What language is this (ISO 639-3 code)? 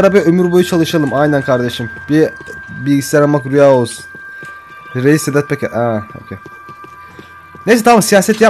tur